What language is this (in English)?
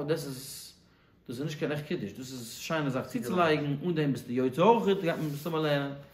Yiddish